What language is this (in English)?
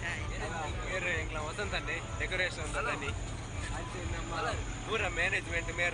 Tulu